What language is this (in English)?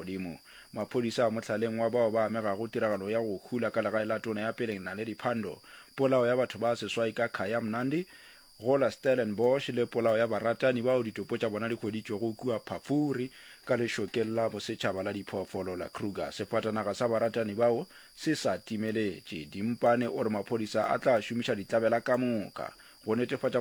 Northern Sotho